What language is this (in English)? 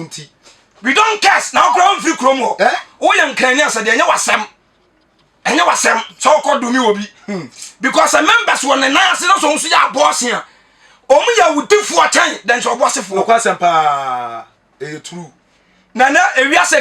Akan